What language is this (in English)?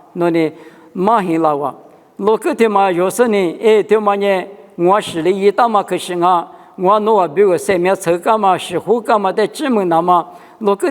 Lisu